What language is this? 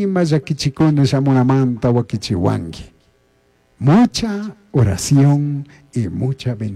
Chimborazo Highland Quichua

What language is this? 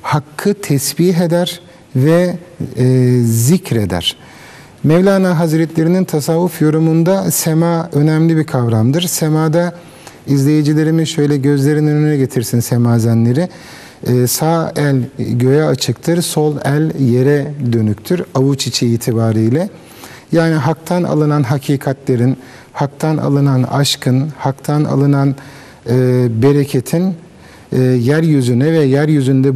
Turkish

